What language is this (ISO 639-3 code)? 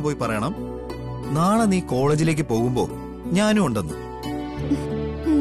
mal